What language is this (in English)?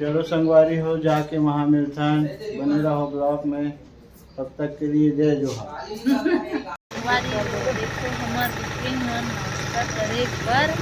Chhattisgarhi